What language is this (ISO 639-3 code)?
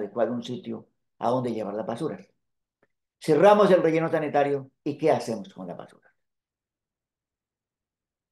spa